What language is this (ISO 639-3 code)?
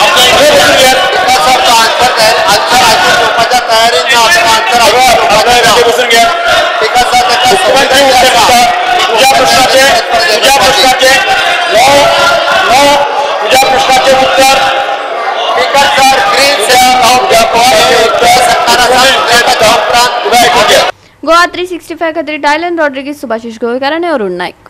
kok